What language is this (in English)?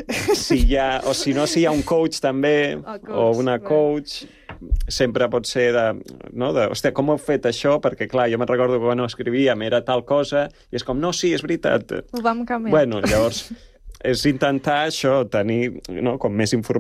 Catalan